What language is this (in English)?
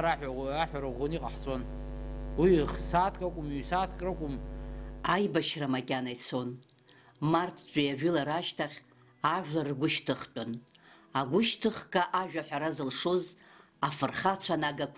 Abkhazian